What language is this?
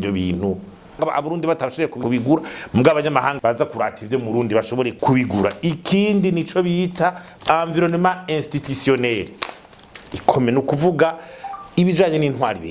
Rundi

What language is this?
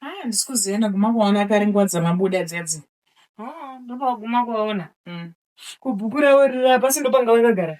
Shona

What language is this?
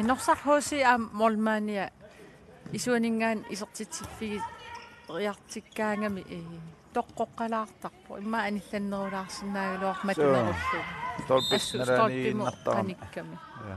Kalaallisut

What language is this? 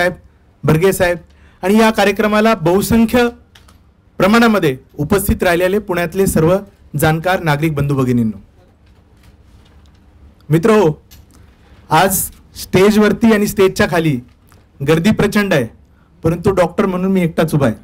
Marathi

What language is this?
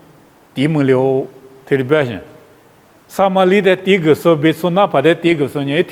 Lisu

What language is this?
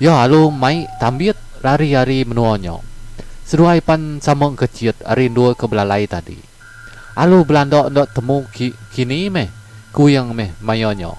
Iban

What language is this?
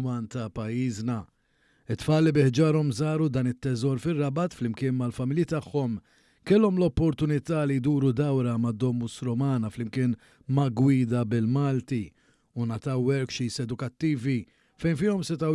Maltese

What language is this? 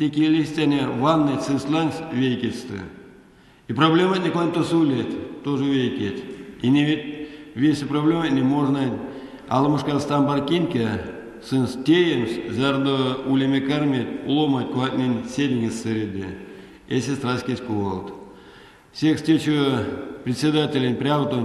Erzya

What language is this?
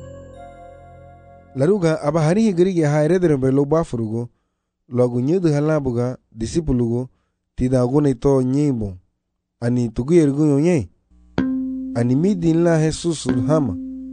Garifuna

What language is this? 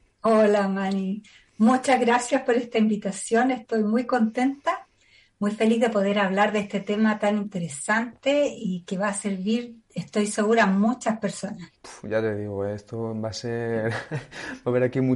Spanish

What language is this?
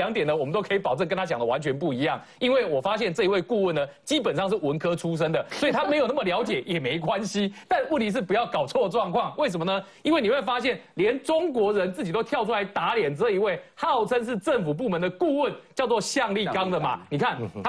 Chinese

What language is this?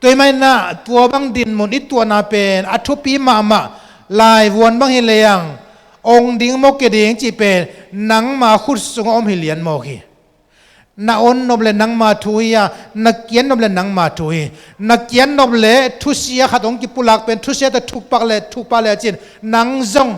Tedim Chin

